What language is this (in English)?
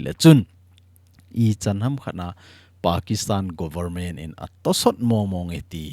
Thado Chin